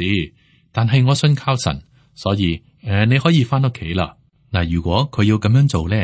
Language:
Cantonese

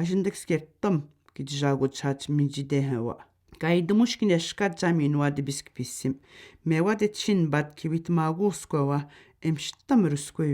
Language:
Atikamekw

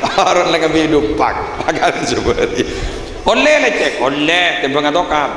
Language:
Madurese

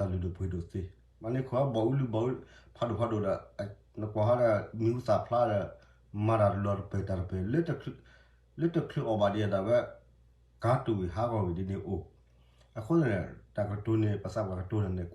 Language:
S'gaw Karen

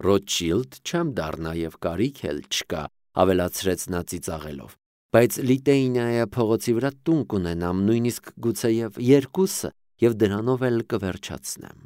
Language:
Armenian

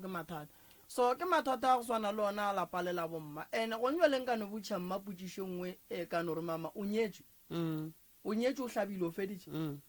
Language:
Northern Sotho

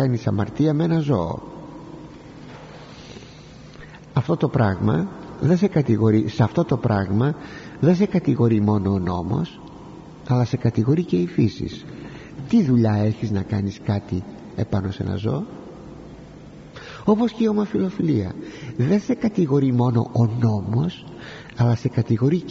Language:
Greek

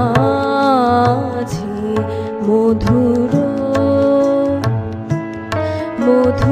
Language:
Bangla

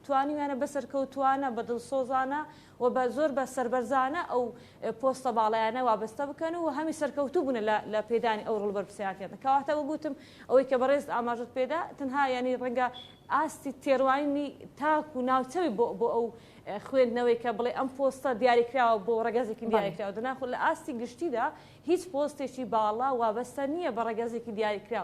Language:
Central Kurdish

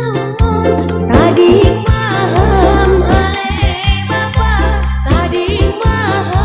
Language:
Batak Simalungun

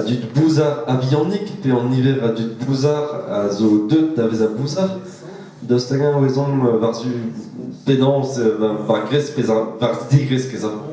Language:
Breton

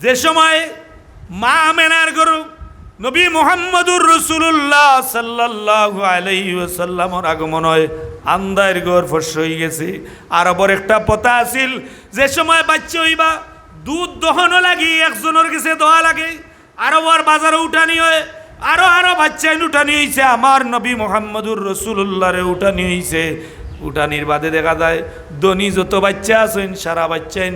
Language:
Sylheti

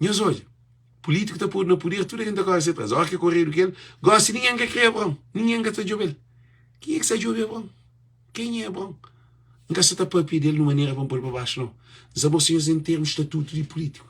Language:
Kabuverdianu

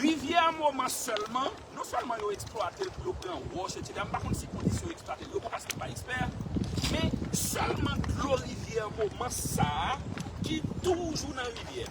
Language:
Haitian Creole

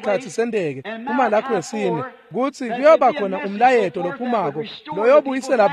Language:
Swati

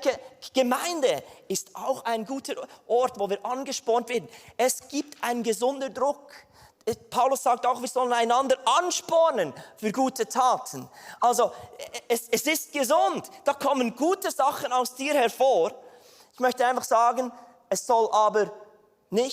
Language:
Swiss German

